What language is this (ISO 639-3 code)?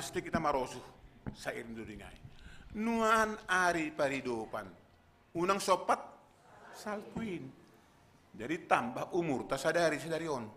bts